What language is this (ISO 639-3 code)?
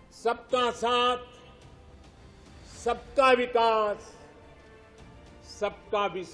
kan